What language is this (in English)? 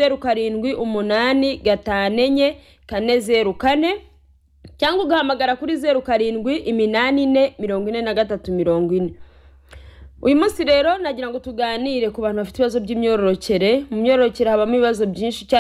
Kinyarwanda